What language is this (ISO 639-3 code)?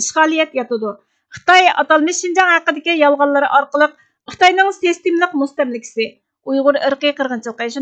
uig